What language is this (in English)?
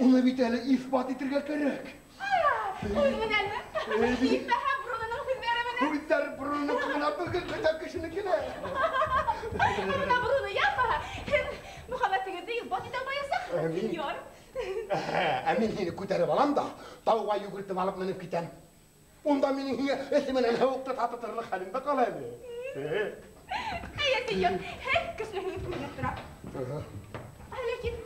Bashkir